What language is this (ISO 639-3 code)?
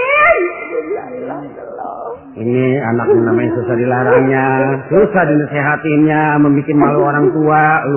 bew